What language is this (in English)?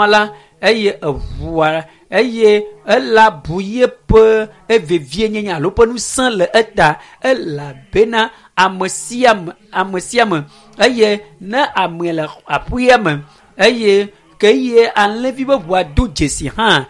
Ewe